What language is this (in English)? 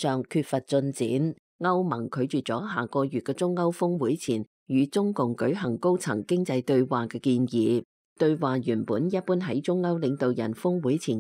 Cantonese